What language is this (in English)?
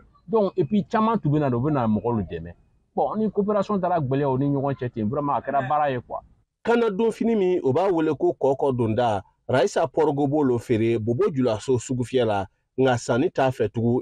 Bambara